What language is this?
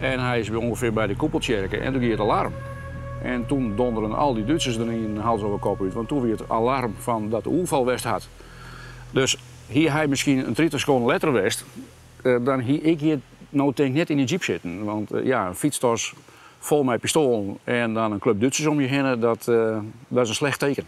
Western Frisian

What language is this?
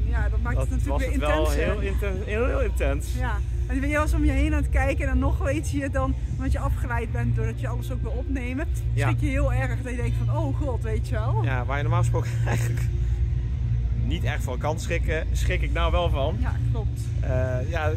Dutch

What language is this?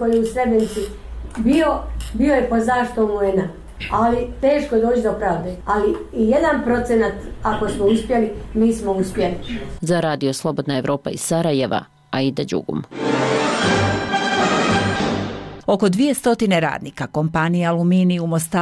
Bosnian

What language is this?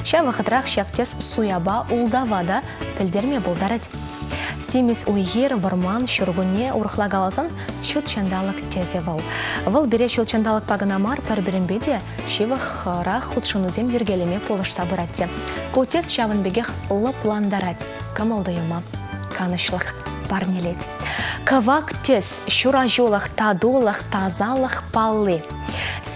Chuvash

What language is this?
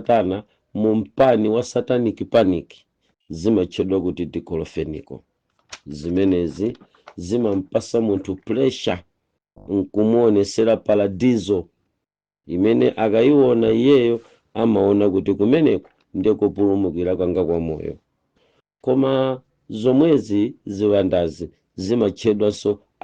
Nyanja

